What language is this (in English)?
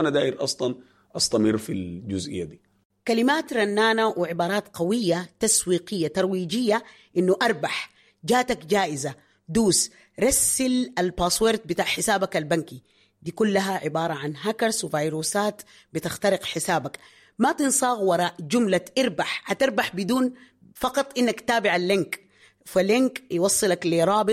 Sudanese Arabic